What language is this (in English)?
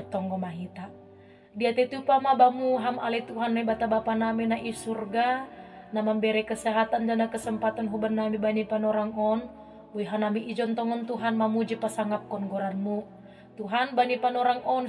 Batak Simalungun